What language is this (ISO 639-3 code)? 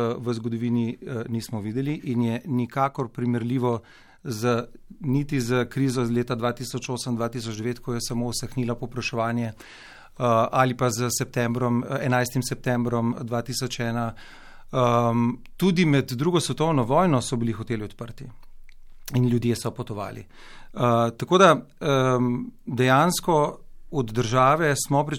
slv